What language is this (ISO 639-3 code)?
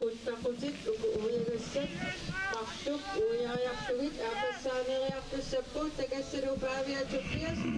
kal